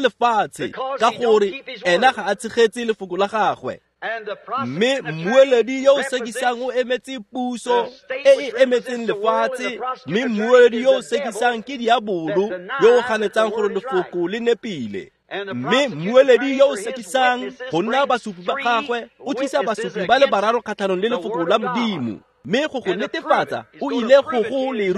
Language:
Tswana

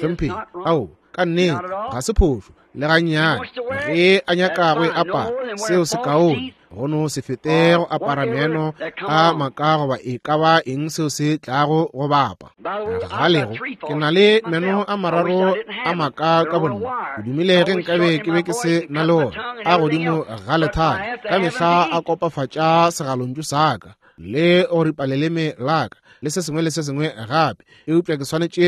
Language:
Northern Sotho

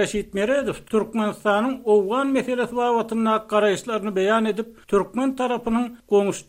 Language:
Turkmen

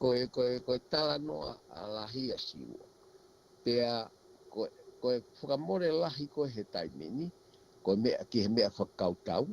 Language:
Tongan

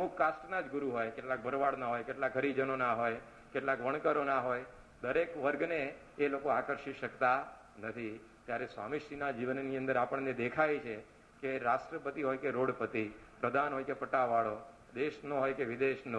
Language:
Gujarati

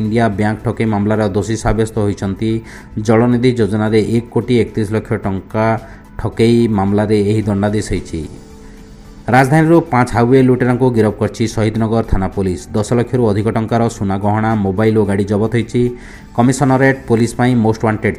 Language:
Odia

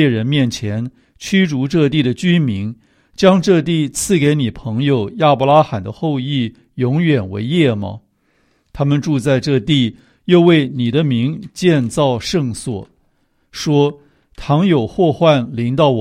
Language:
Chinese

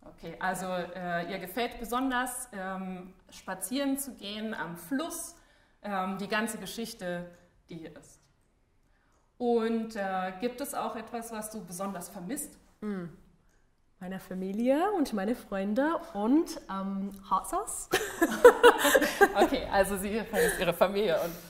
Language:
German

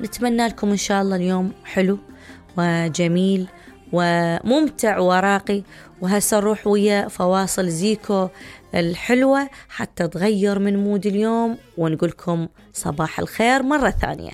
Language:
Mesopotamian Arabic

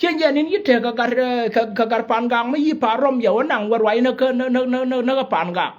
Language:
Nuer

